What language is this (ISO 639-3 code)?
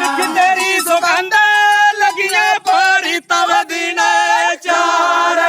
doi